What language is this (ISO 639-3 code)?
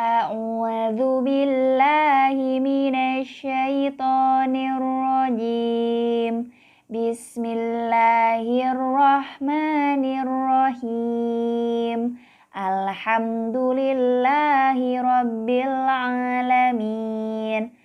sun